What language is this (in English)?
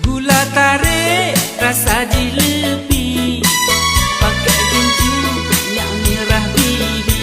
Achinese